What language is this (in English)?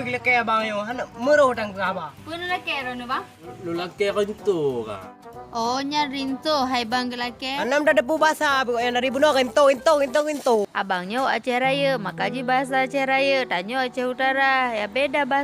Achinese